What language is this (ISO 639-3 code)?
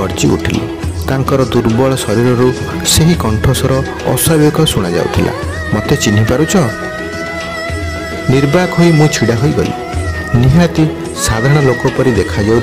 ori